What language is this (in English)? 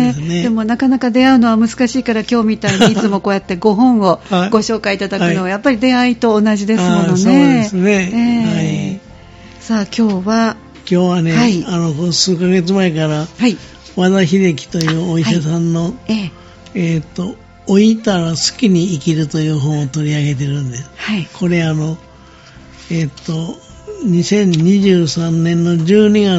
Japanese